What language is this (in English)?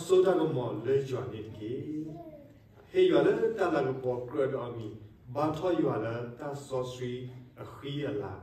S'gaw Karen